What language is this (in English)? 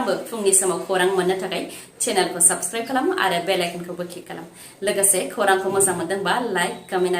Bodo